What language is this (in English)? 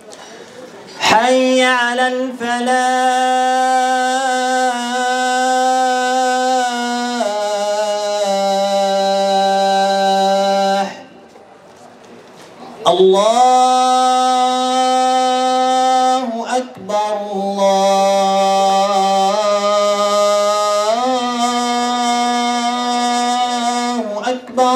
Arabic